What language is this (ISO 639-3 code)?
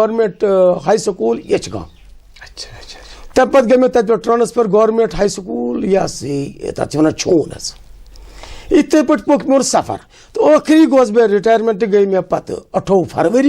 kas